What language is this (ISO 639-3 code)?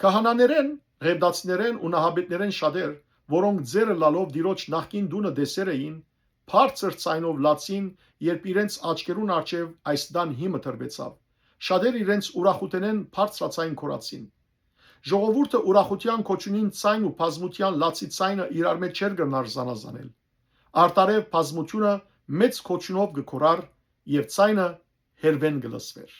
hyw